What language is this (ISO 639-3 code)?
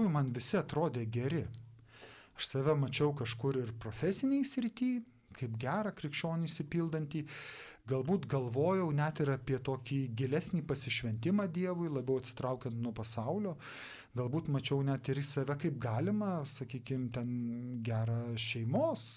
lit